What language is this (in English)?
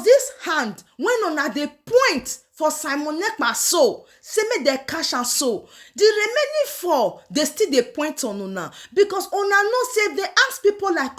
Nigerian Pidgin